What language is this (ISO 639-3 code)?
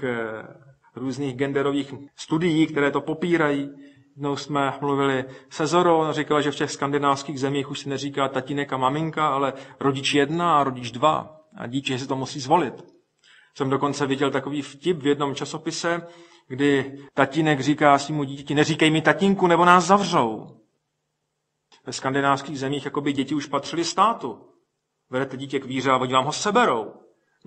ces